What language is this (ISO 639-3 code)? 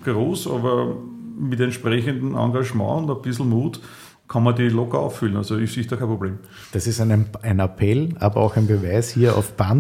deu